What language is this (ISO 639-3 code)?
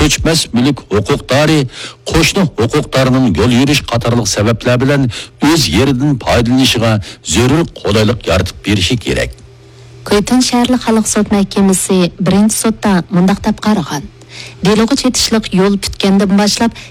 uig